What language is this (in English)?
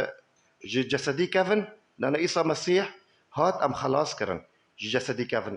Kurdish